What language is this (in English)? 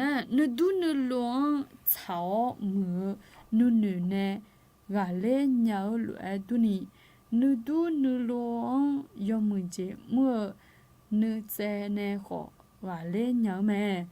Akha